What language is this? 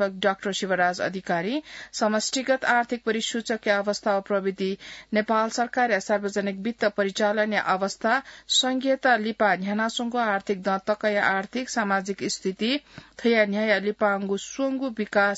Newari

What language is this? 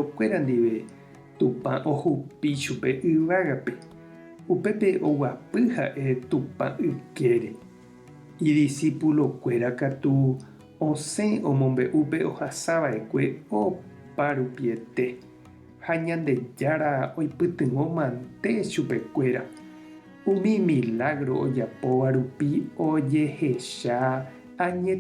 Guarani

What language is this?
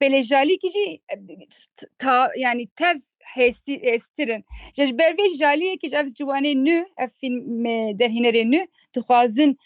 Kurdish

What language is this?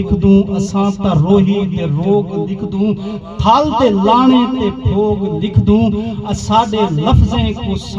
Saraiki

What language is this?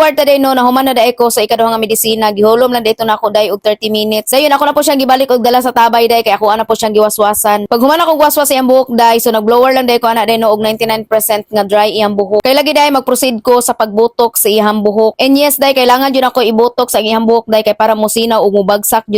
Cebuano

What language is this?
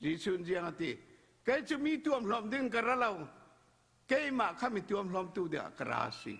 Falam Chin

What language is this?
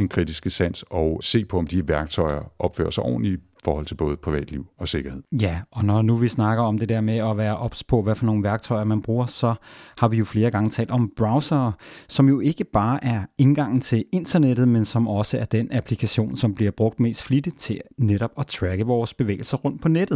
Danish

